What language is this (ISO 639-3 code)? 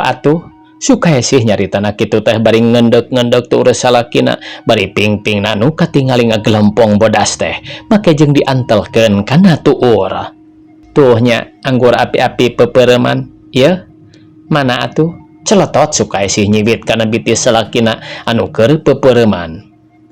sun